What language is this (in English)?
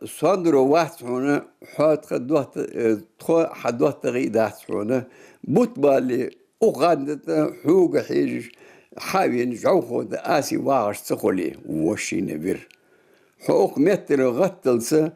Ingush